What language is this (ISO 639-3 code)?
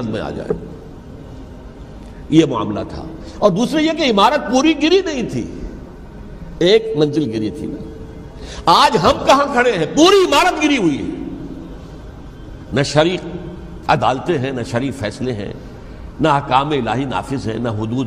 urd